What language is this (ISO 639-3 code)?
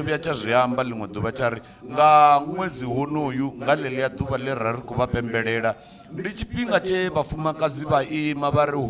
ven